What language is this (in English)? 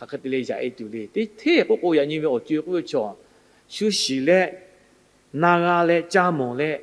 Lahu